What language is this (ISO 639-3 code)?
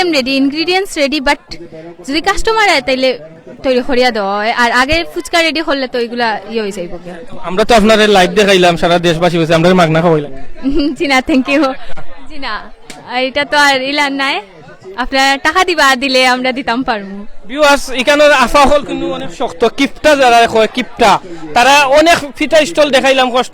syl